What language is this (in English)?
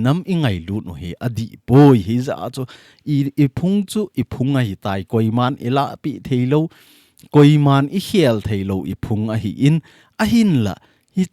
Thado Chin